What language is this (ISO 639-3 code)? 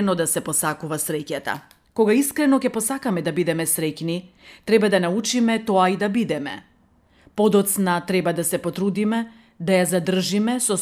mkd